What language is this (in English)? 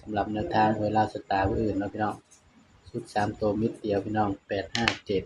Northeastern Thai